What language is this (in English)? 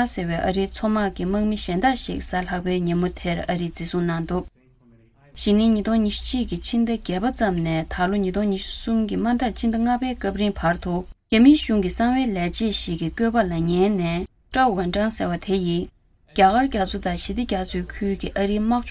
Tibetan